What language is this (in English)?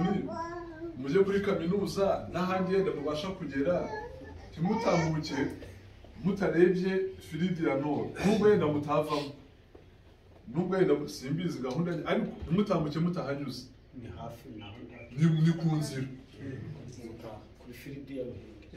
Kinyarwanda